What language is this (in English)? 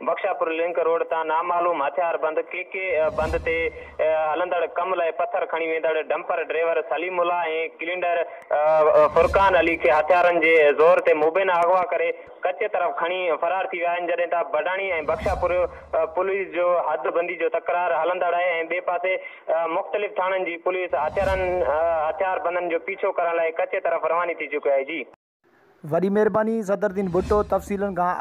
Sindhi